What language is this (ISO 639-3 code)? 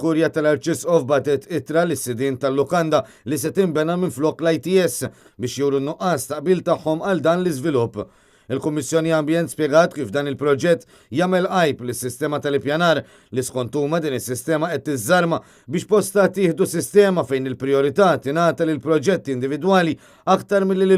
mlt